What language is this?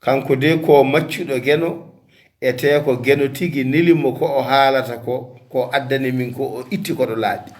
Fula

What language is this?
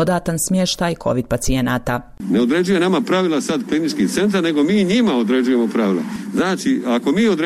Bosnian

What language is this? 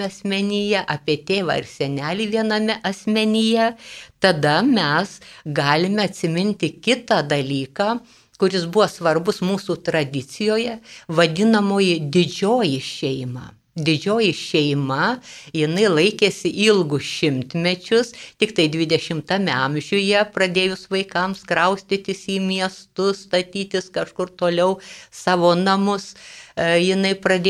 Lithuanian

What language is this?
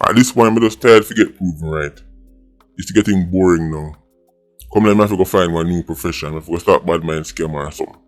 Jamaican Creole English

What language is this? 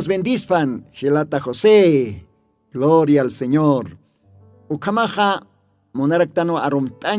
Aymara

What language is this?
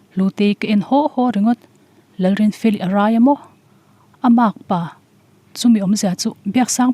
Mizo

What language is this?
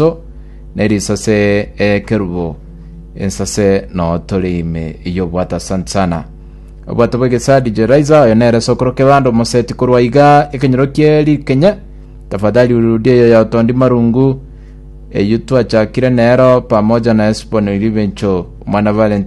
Gusii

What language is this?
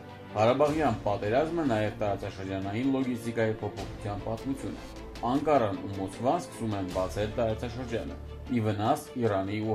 Armenian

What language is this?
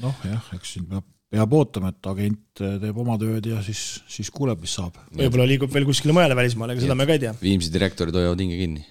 Estonian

